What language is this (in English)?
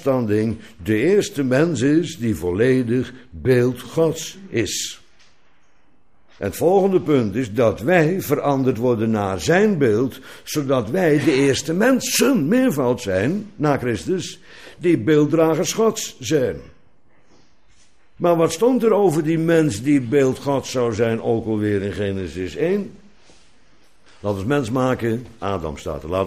Dutch